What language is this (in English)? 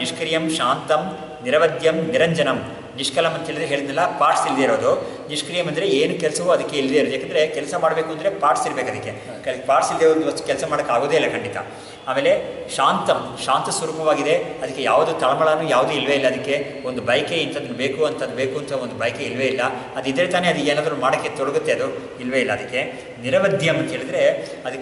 Kannada